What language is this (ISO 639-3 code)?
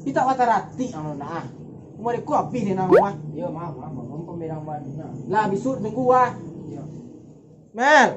min